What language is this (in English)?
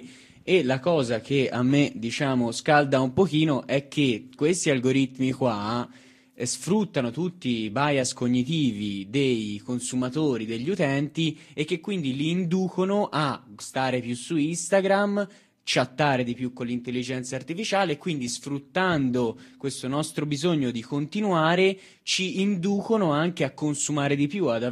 Italian